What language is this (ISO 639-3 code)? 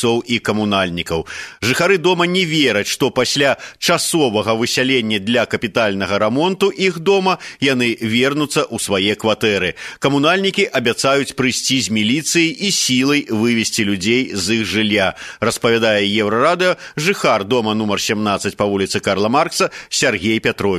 bel